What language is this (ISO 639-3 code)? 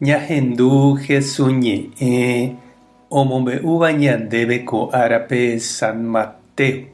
grn